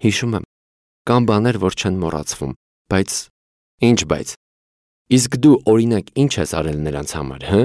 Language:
Armenian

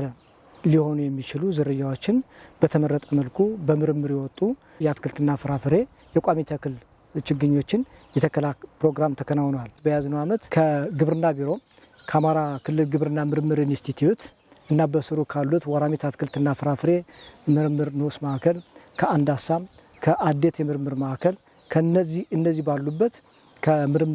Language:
Amharic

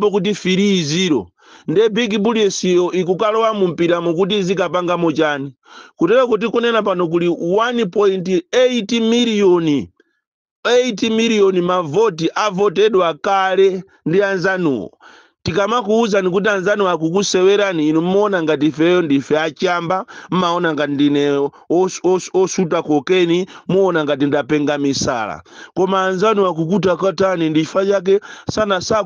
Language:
Nyanja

